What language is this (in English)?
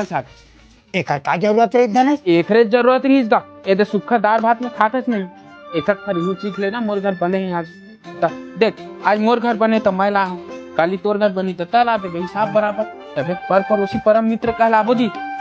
Chhattisgarhi